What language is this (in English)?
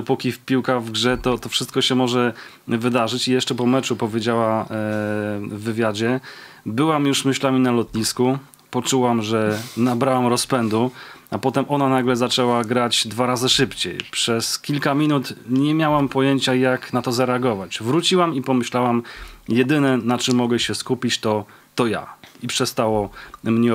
Polish